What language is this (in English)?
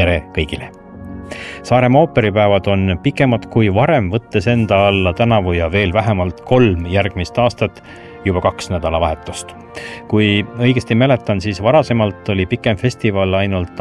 Estonian